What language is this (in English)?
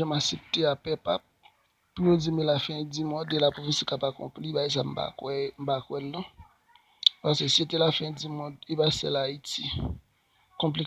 Haitian Creole